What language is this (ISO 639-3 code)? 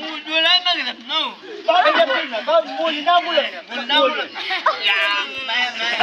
nbc